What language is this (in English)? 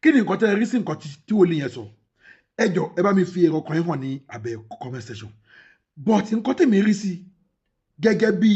Yoruba